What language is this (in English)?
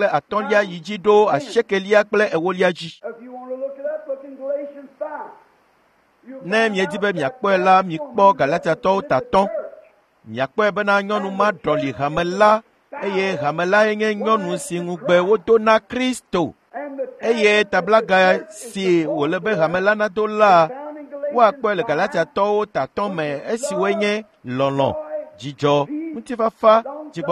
Ewe